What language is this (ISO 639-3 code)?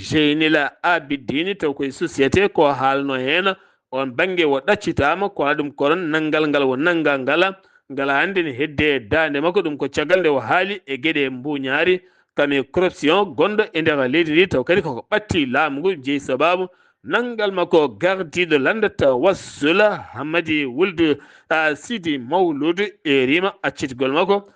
ful